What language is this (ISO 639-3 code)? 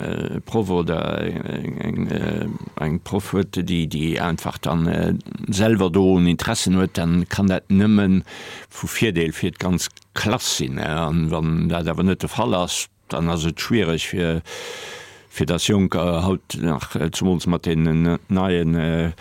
ltz